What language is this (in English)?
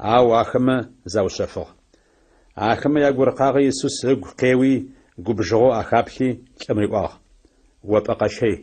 Adyghe